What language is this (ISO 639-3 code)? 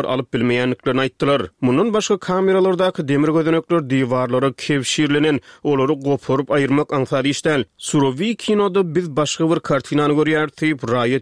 tuk